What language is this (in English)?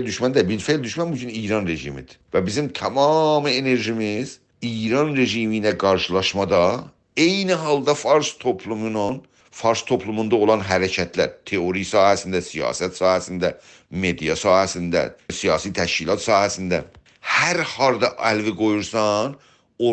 South Azerbaijani